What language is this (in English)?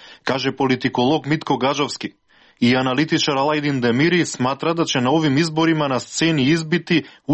Serbian